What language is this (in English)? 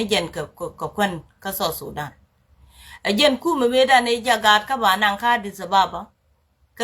Nuer